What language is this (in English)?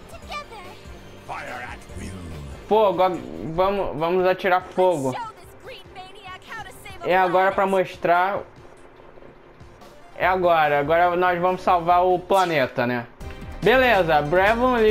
Portuguese